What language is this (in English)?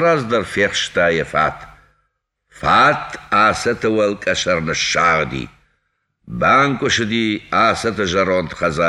Ossetic